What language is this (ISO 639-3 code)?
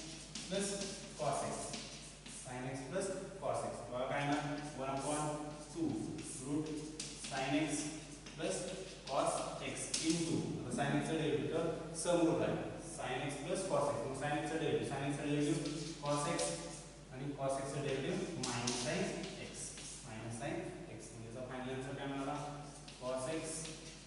mar